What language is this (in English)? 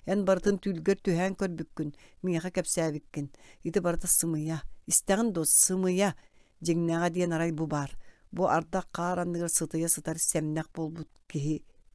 Yakut